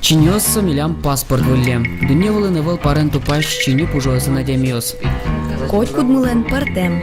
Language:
Udmurt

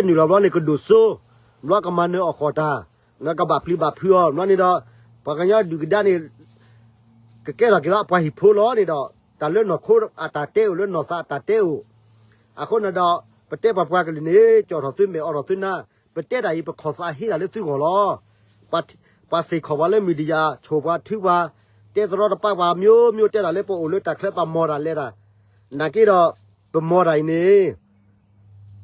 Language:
S'gaw Karen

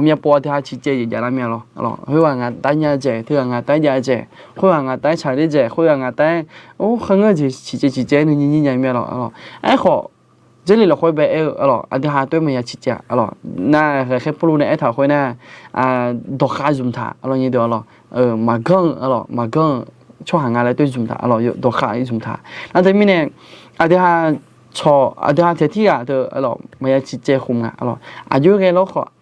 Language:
Akha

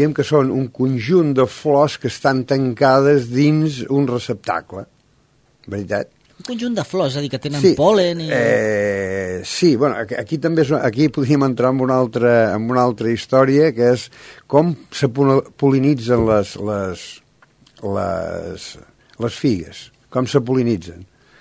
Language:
Catalan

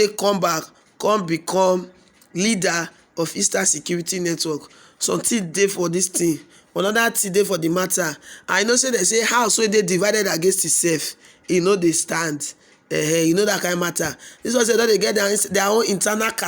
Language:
Nigerian Pidgin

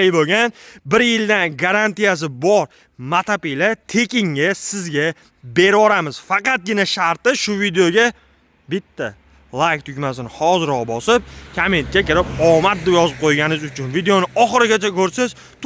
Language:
Uzbek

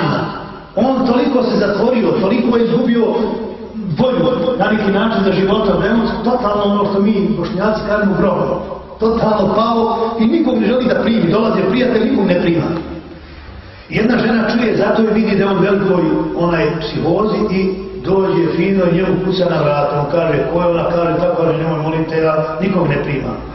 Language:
Bosnian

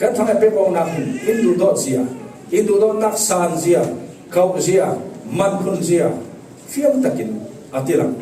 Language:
Falam Chin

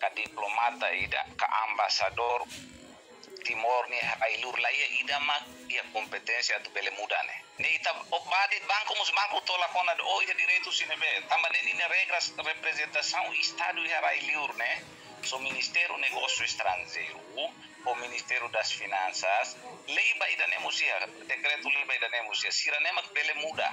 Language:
Tetum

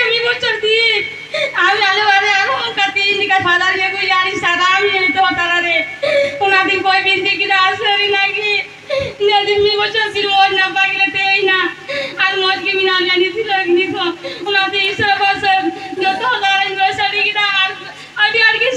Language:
Santali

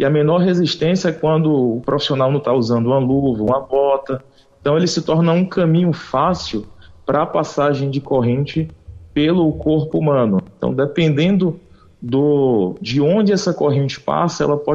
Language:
Portuguese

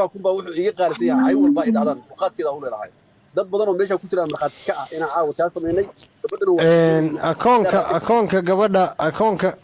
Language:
Somali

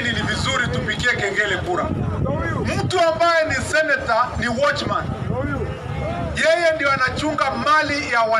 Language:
Swahili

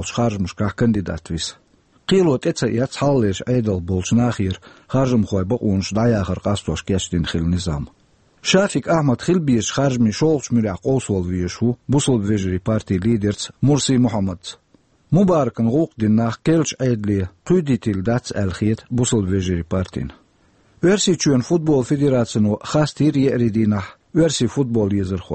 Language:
Chechen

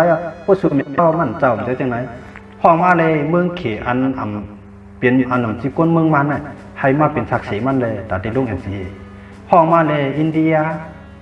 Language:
Shan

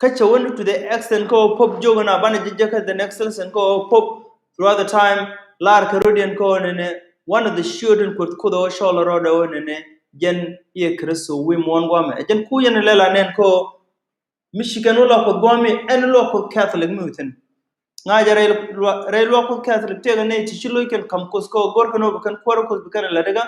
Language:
Nuer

